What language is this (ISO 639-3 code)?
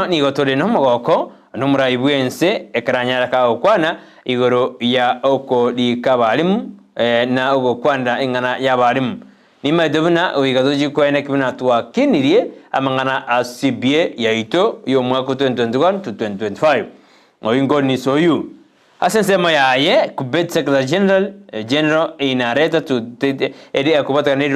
guz